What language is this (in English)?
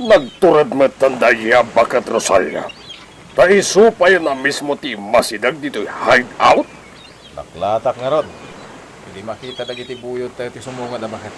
Iloko